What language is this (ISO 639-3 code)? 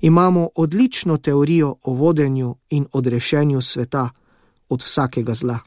slv